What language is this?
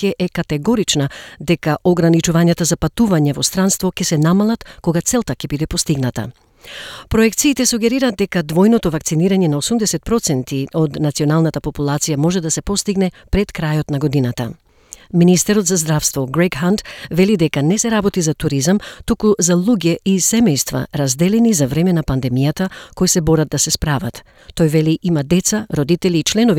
Macedonian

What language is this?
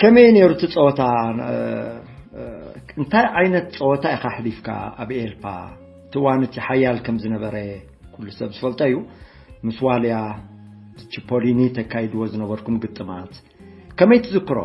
Tigrinya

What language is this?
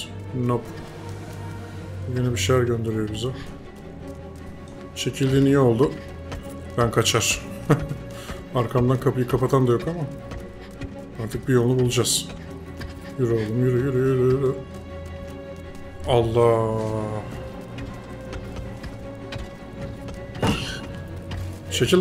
Turkish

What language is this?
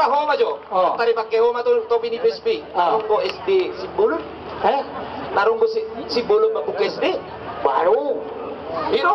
Batak Toba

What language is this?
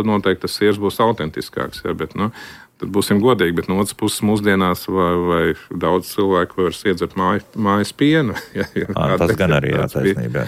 Latvian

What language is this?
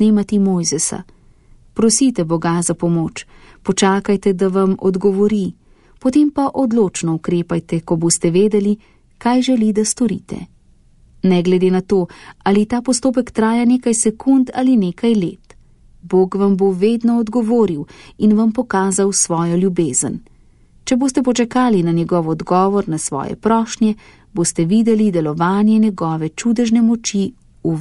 Slovenian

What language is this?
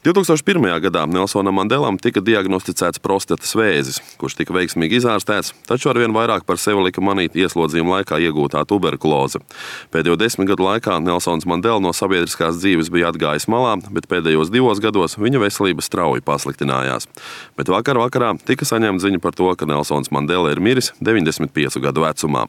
Latvian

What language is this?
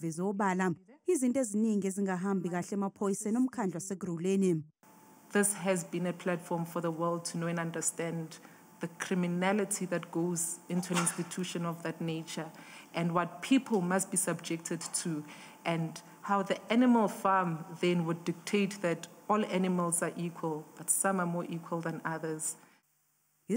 Zulu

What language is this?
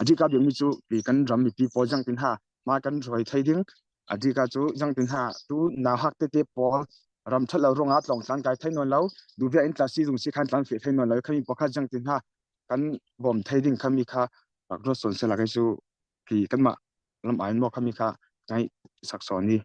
Falam Chin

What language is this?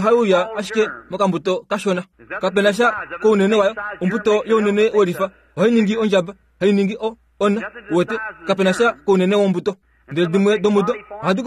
Kuanyama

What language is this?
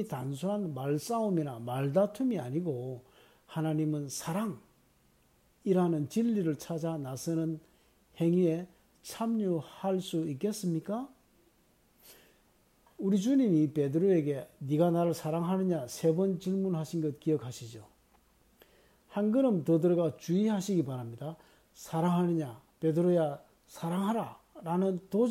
Korean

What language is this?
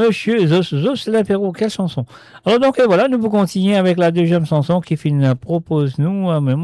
Morisyen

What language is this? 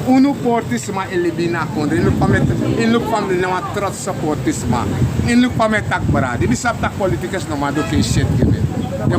Sranan Tongo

